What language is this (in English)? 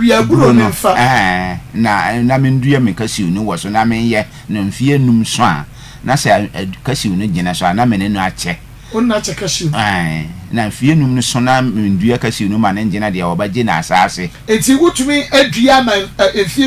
Akan